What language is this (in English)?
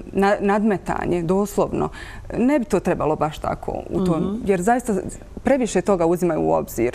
Bosnian